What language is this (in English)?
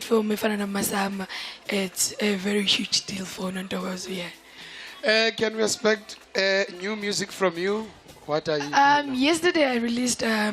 Southern Sotho